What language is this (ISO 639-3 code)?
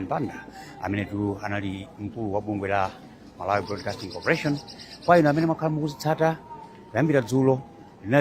nya